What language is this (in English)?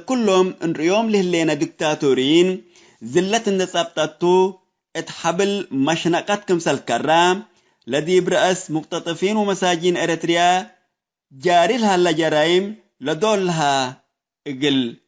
Tigre